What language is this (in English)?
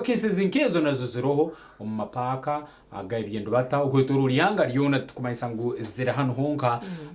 Nyankole